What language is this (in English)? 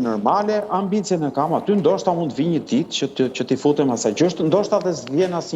Albanian